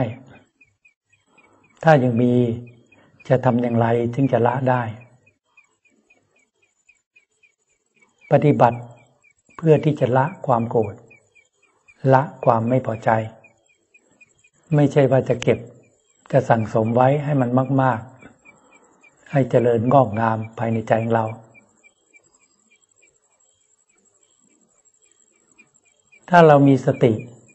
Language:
Thai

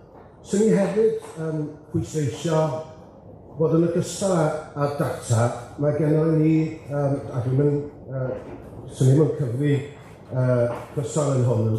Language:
Welsh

